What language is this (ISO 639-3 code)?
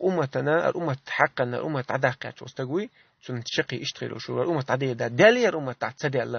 che